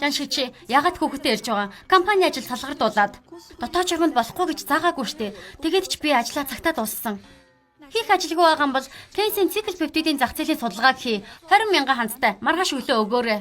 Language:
Mongolian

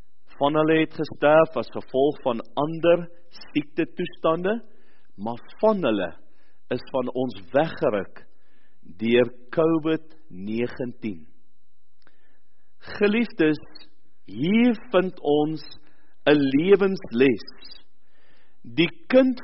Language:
Afrikaans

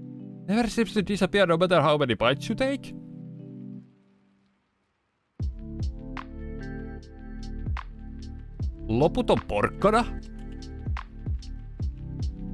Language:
Finnish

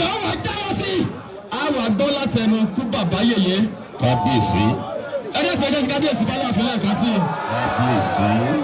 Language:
Yoruba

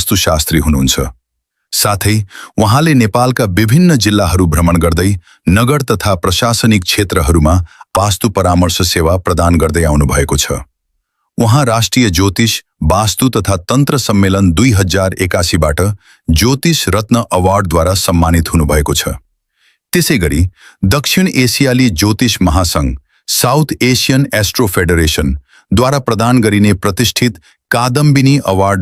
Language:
Nepali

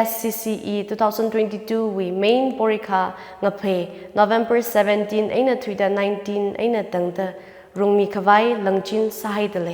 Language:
Tangkhul Naga (India)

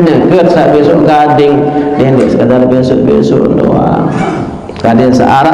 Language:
Sasak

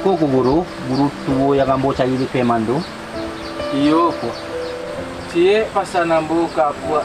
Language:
Minangkabau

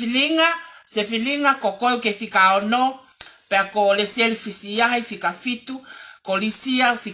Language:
Tongan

